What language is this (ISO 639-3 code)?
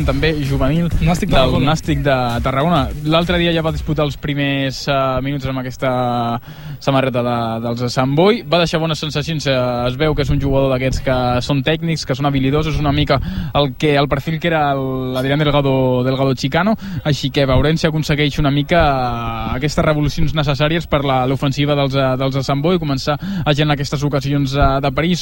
cat